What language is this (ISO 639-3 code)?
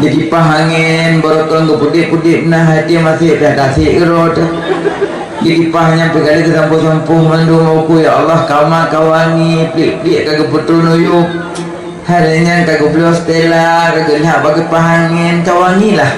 ace